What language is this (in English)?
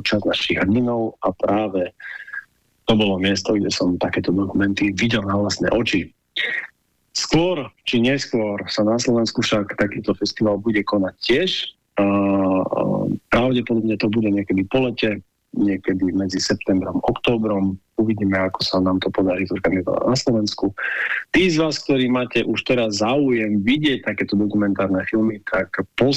Slovak